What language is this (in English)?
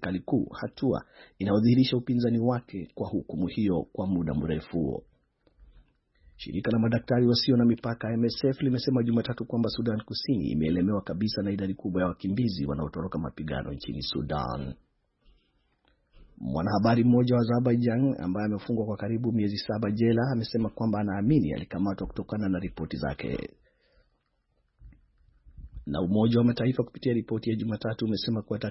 Swahili